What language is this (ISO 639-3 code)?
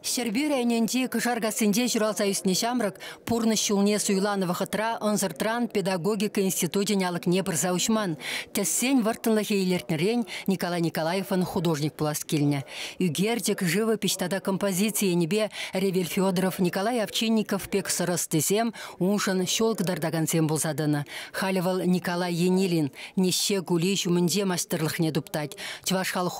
chv